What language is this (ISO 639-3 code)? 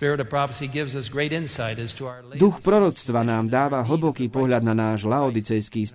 slk